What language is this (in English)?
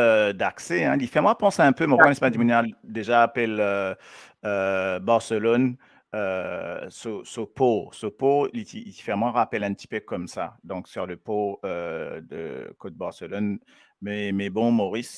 Morisyen